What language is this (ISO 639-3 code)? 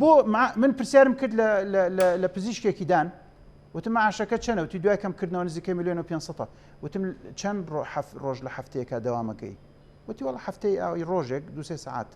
ckb